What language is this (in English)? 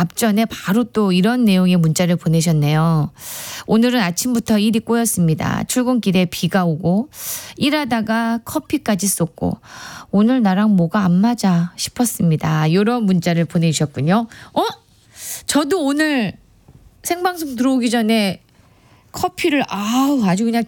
Korean